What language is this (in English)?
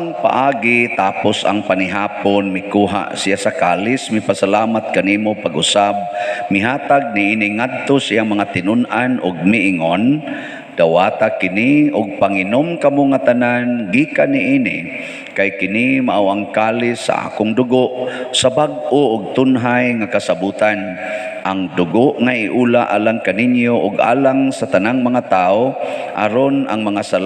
Cebuano